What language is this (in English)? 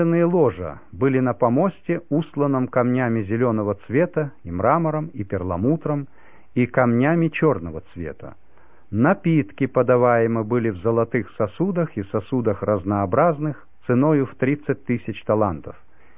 Russian